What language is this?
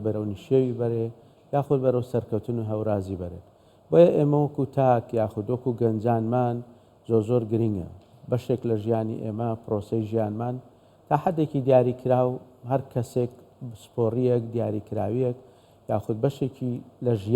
Central Kurdish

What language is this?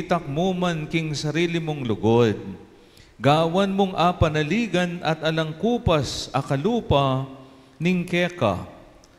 Pampanga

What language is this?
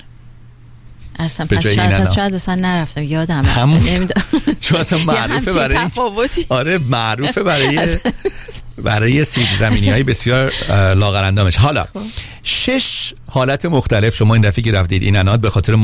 Persian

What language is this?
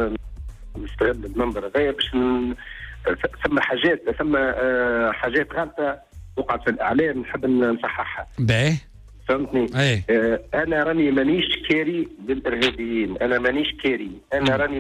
Tunisian Arabic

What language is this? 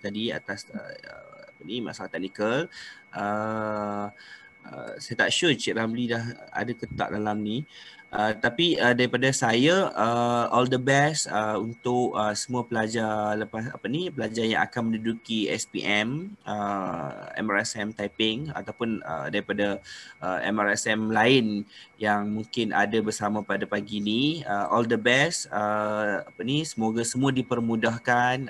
Malay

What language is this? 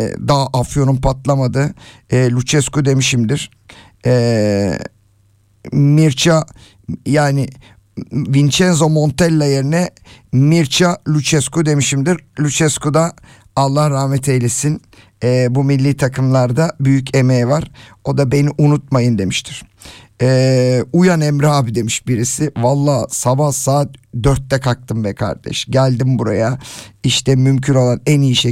Turkish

